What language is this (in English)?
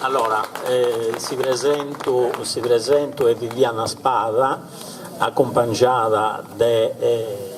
Sardinian